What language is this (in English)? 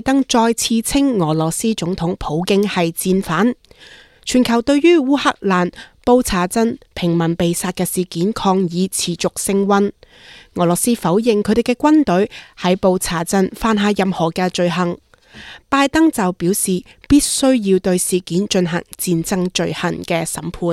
Cantonese